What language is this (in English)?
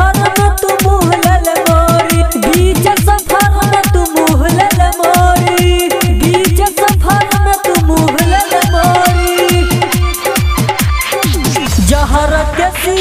Bhojpuri